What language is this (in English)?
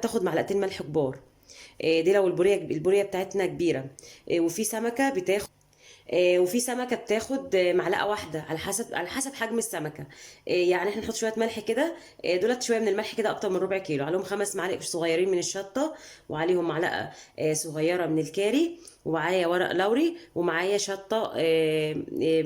Egyptian Arabic